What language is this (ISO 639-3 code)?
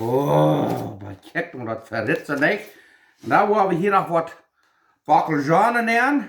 pdt